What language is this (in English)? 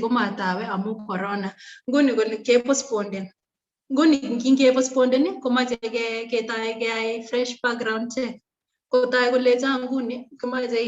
Kalenjin